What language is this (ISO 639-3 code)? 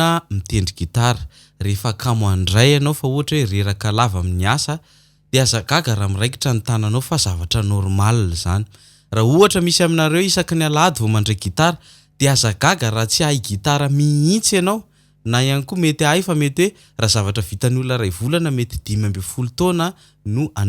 mlg